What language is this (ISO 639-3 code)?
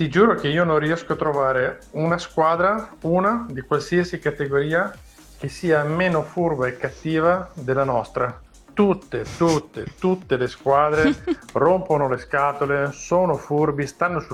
ita